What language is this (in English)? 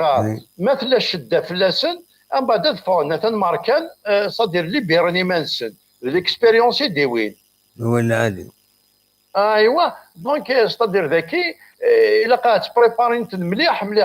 Kabyle